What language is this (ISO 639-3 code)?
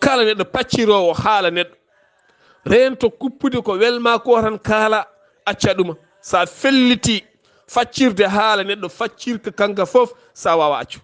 ful